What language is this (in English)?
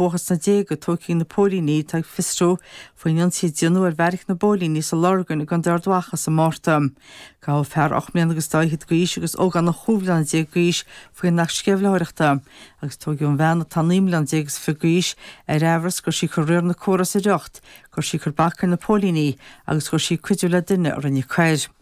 Irish